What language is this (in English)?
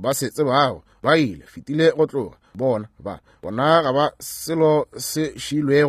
Northern Sotho